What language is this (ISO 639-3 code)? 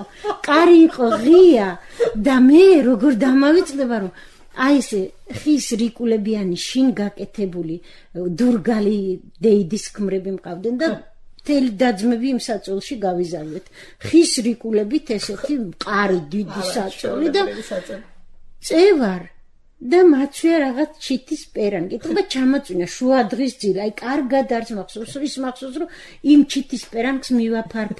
kat